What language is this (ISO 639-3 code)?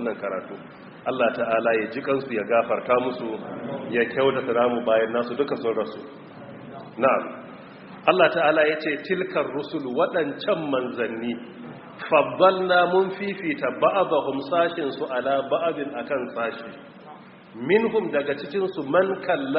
hau